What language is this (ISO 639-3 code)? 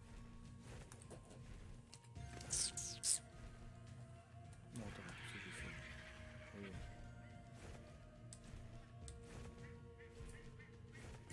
fra